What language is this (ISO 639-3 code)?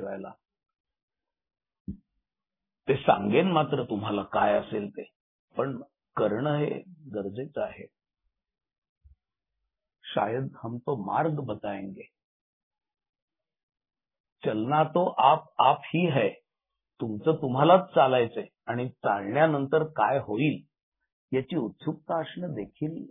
mar